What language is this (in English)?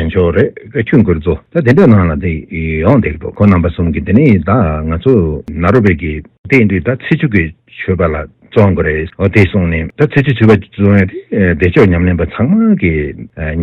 Tibetan